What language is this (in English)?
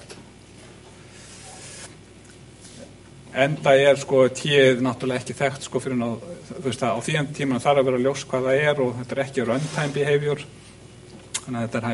Icelandic